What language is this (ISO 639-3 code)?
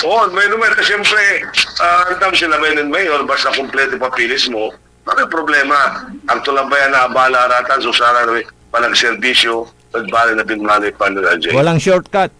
pag